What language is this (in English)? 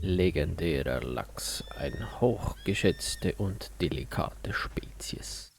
Swiss German